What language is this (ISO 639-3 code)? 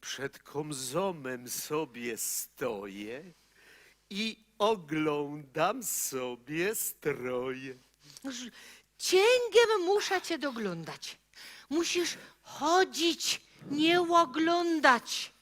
szl